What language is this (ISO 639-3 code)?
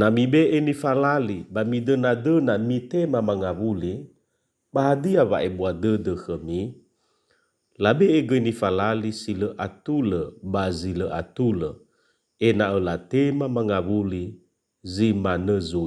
nia